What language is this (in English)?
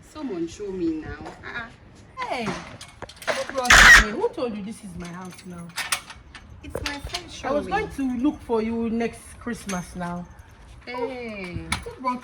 Jamaican Creole English